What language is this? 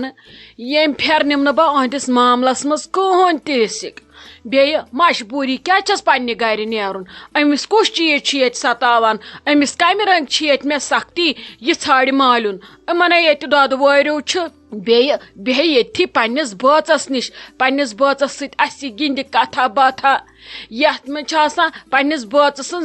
Kashmiri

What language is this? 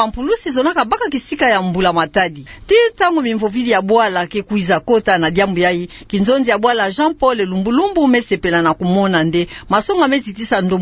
Kituba (Democratic Republic of Congo)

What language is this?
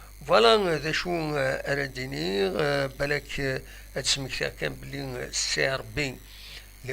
Kabyle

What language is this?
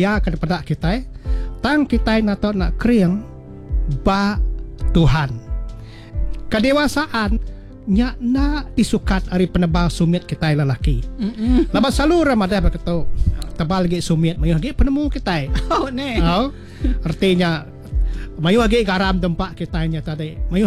Iban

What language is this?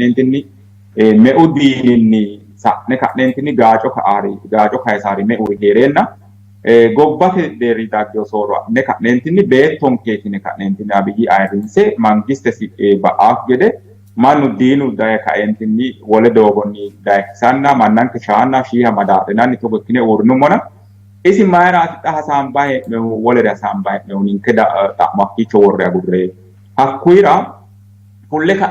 Sidamo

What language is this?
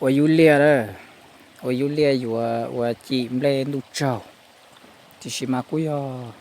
Hmong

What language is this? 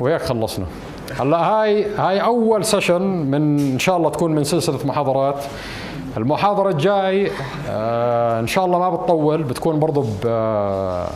North Levantine Arabic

